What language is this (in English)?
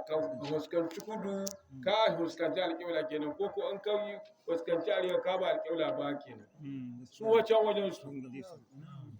Hausa